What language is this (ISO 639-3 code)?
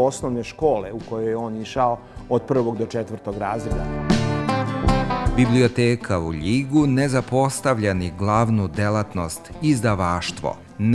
srp